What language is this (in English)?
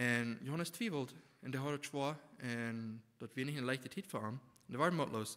Plautdietsch